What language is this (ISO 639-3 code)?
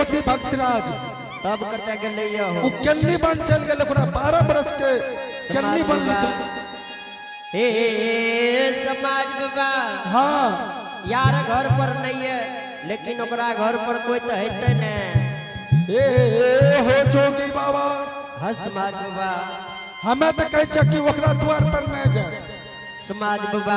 anp